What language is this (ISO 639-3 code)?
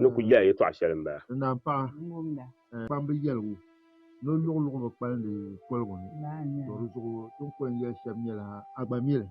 dag